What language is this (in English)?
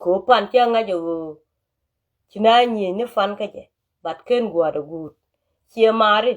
Nuer